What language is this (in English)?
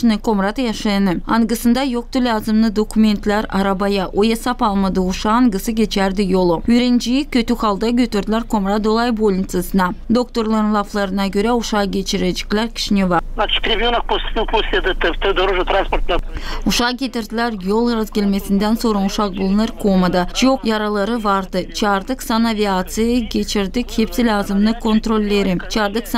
Gagauz